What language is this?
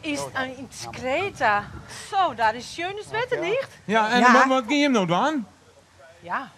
Western Frisian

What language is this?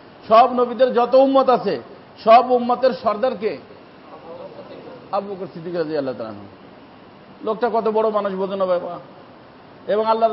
Bangla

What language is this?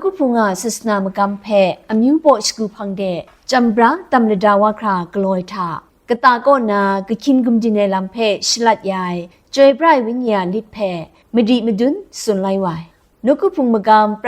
Kachin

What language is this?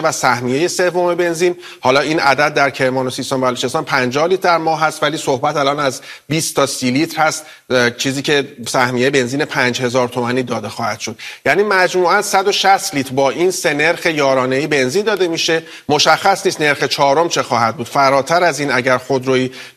Persian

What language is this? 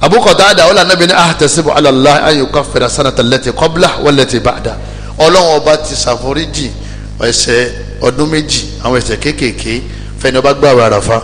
Yoruba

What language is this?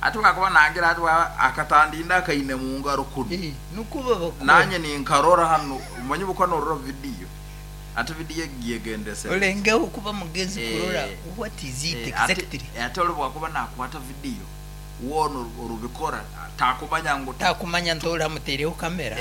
Nyankole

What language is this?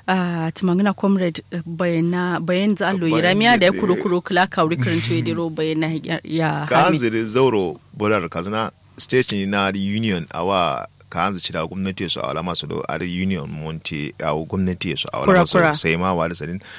Kanuri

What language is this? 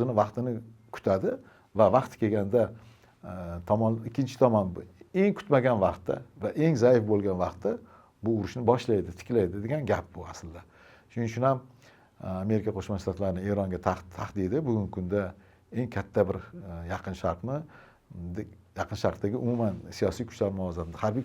Uzbek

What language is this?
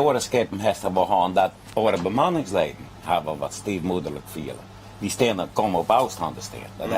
Western Frisian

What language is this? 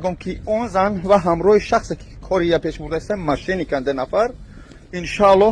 Tajik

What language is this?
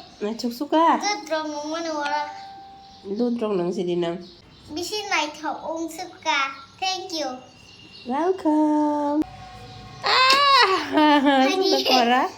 Kok Borok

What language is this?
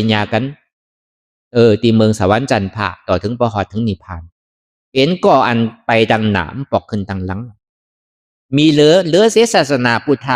Shan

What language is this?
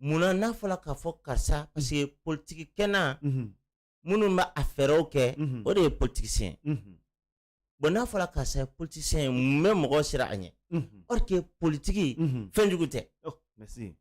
Bambara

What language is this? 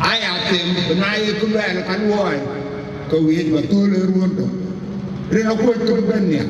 Dinka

